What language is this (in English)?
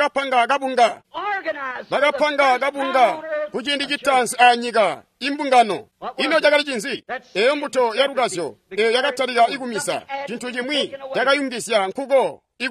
Tonga (Zambia)